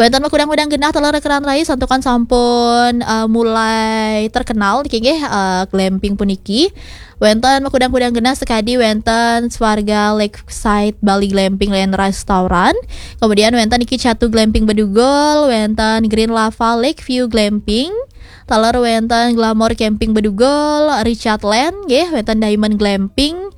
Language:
Balinese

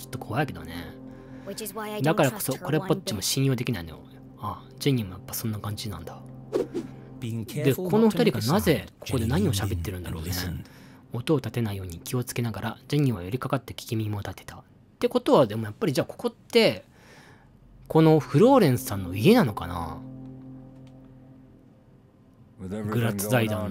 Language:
Japanese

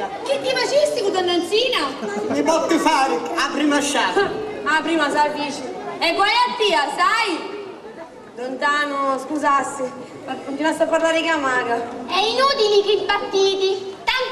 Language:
Sicilian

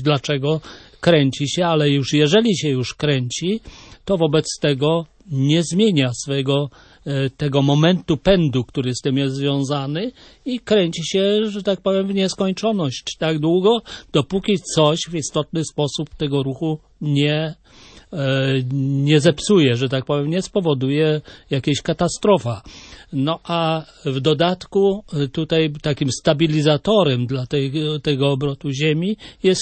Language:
Polish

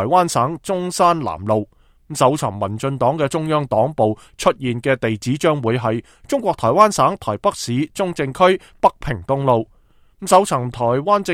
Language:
Cantonese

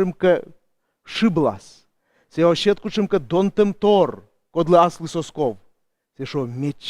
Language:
Komi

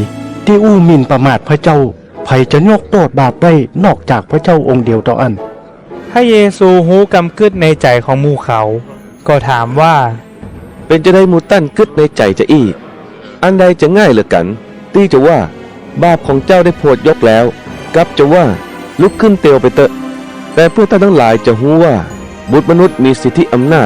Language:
Northern Thai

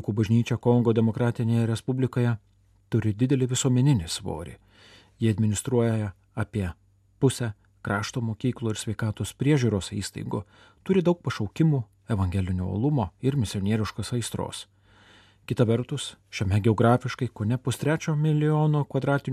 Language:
Lithuanian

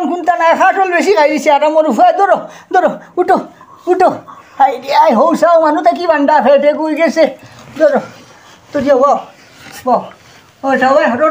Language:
Sylheti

